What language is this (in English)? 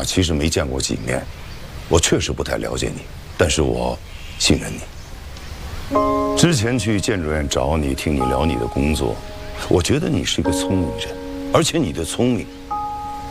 Chinese